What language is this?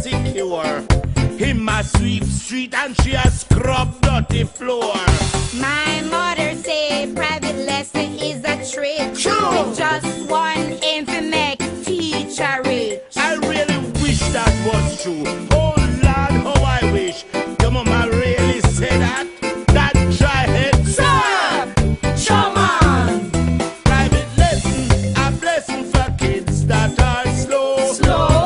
Jamaican Creole English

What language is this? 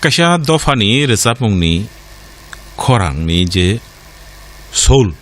Kok Borok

